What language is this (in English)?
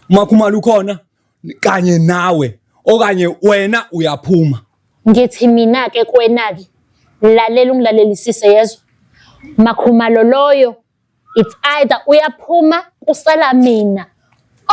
Zulu